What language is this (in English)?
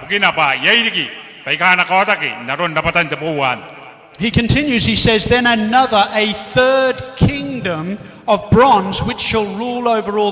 Gilbertese